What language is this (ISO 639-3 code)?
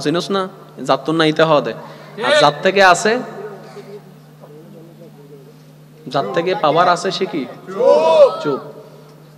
ben